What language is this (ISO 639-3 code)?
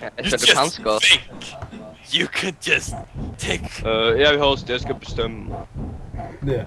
fao